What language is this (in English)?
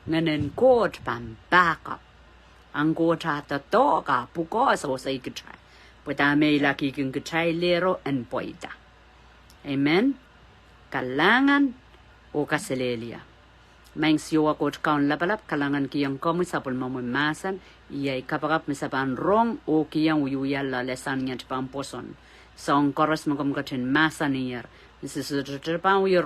Pohnpeian